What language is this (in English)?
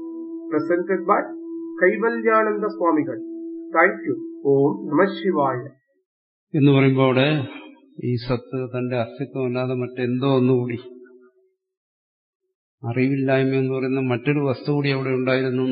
Malayalam